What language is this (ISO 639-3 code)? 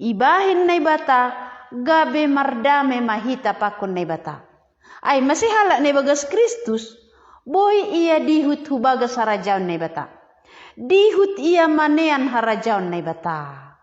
bts